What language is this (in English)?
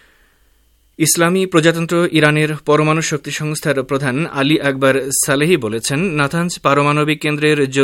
Bangla